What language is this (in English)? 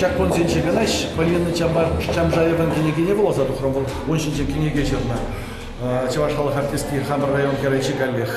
Chuvash